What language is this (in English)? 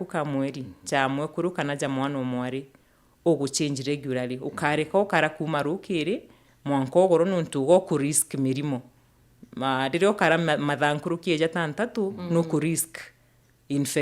Meru